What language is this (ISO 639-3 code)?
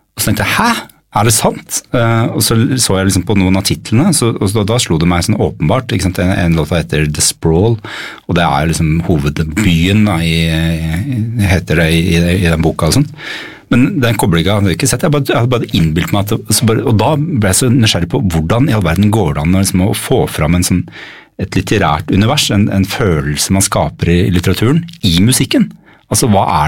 nor